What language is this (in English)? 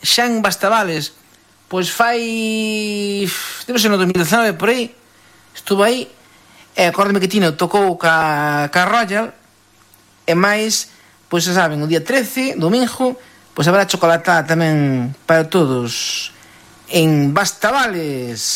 Galician